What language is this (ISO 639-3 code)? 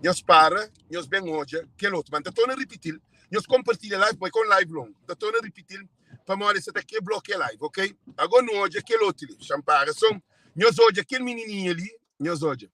kea